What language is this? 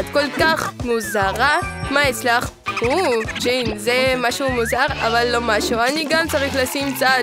Hebrew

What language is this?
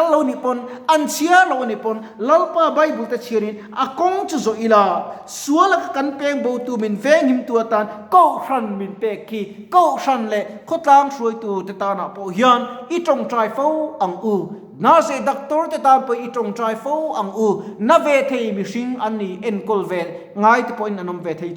Mizo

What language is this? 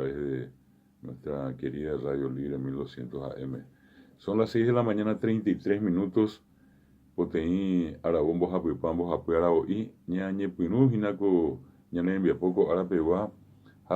Guarani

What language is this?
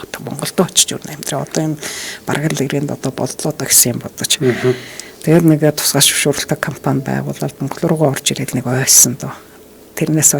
Mongolian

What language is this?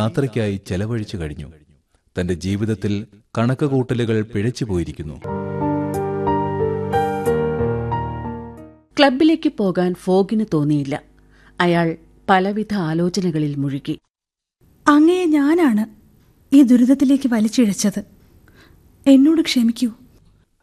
Malayalam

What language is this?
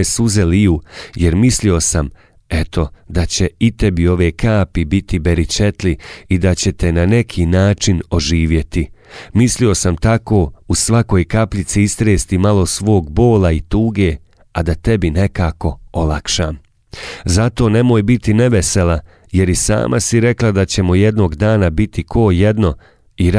Bosnian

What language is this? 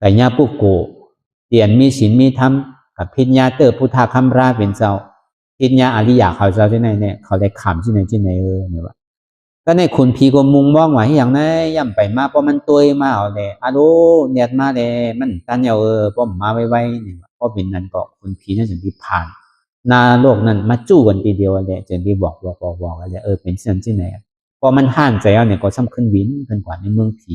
Shan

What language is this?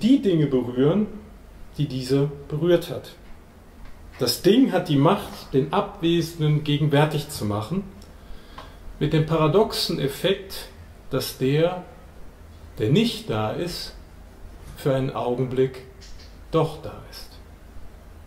German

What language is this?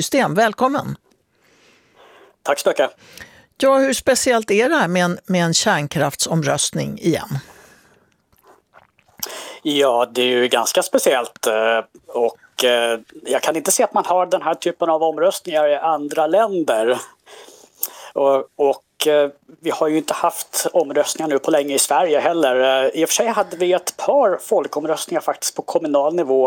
Swedish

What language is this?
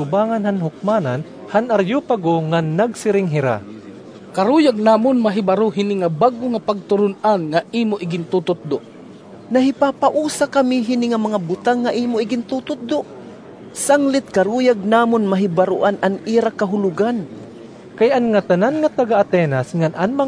Waray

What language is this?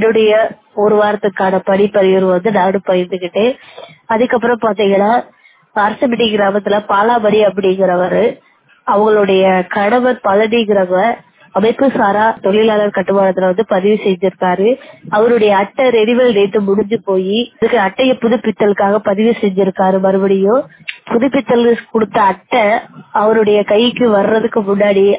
Tamil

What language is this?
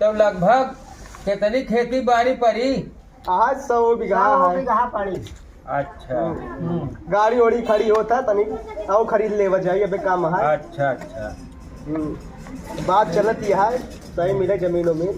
Awadhi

